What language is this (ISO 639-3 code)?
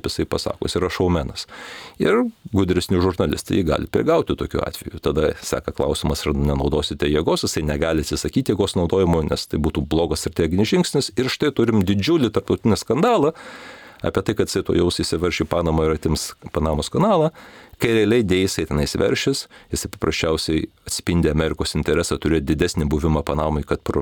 lit